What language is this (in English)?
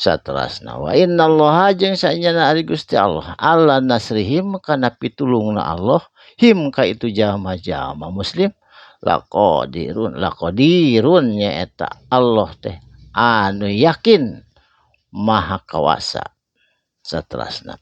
Sundanese